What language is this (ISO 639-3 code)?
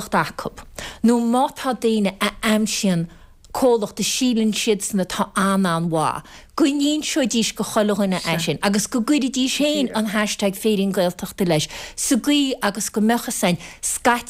gle